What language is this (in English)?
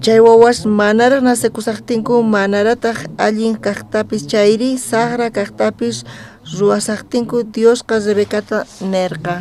South Bolivian Quechua